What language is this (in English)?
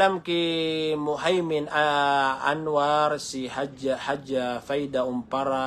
Maranao